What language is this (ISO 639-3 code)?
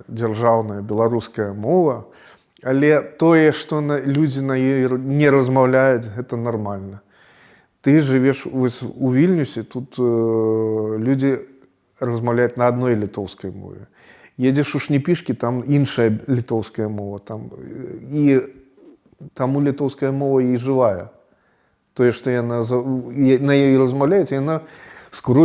bel